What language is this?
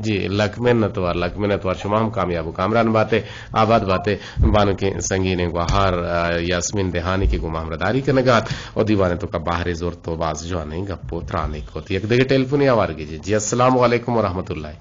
Eastern Balochi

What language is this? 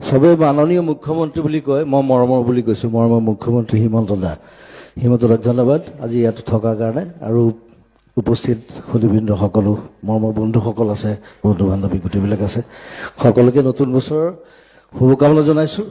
Assamese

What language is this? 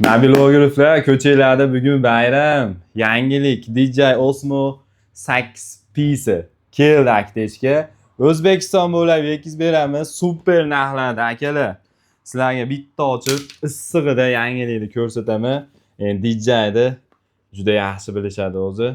Uzbek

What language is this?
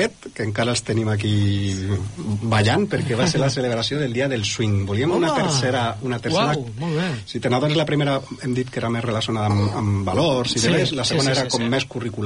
Catalan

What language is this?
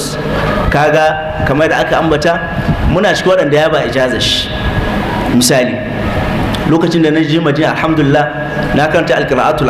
Hausa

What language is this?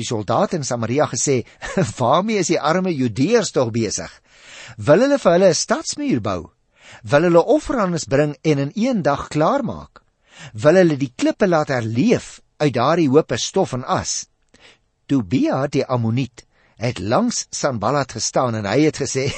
Afrikaans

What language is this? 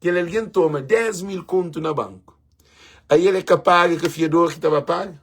Kabuverdianu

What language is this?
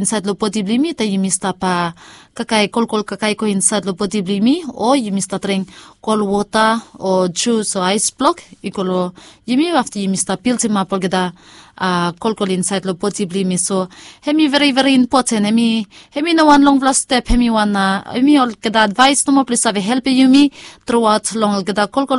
Bislama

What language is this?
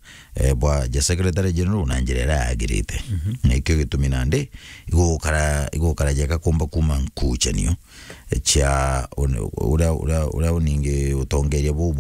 Meru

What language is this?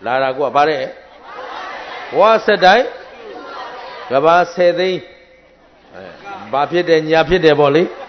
Burmese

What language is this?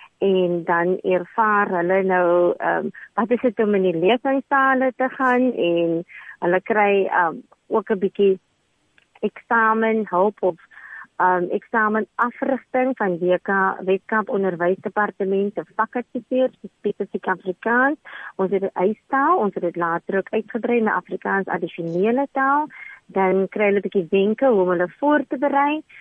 Afrikaans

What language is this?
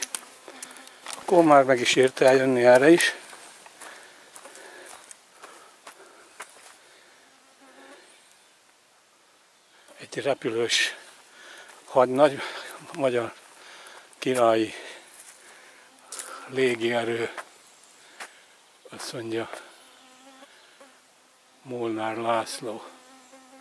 Hungarian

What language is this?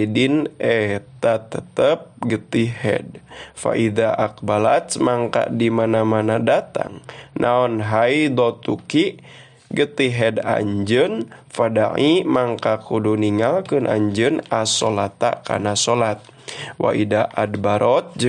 Sundanese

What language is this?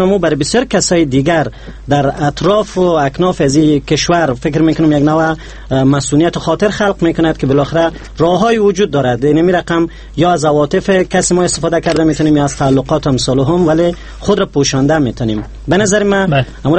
Persian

